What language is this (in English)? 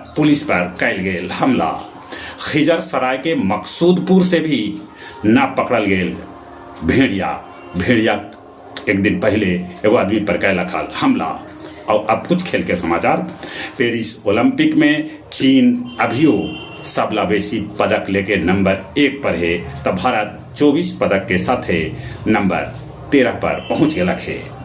Magahi